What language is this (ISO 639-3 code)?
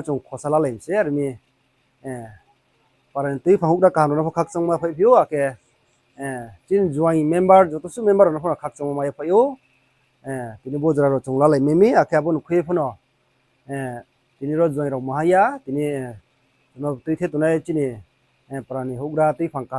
ria